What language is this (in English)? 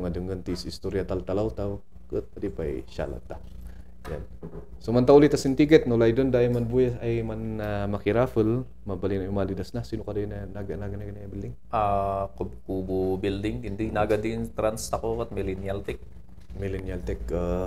Kankanaey